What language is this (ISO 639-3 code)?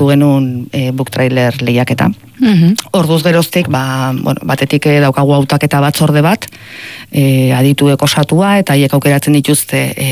eus